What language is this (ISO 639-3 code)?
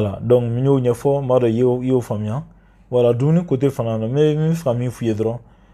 bam